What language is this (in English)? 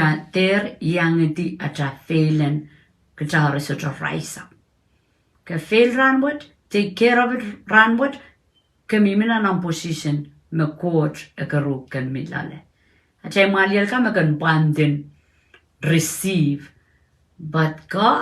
Pohnpeian